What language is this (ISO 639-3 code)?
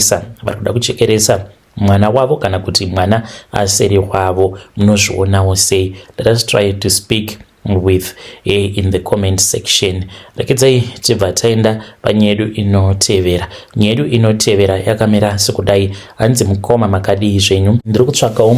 sna